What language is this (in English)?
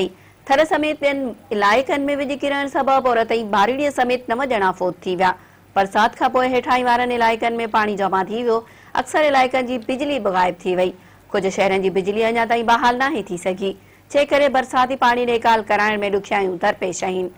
Sindhi